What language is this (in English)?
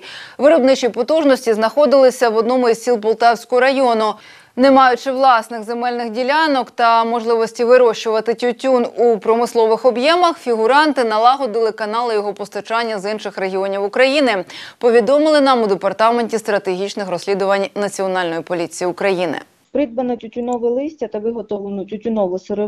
Ukrainian